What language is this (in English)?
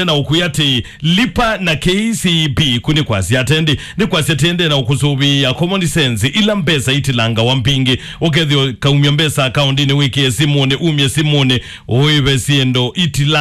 Kamba